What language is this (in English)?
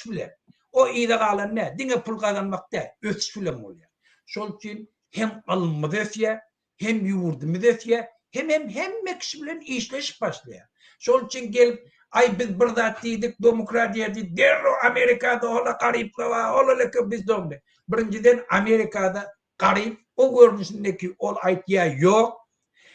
Turkmen